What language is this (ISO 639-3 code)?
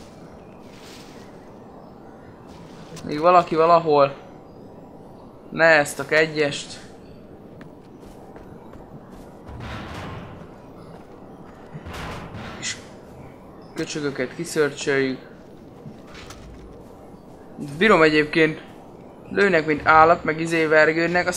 hun